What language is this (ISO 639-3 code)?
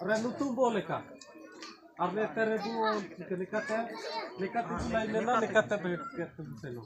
unr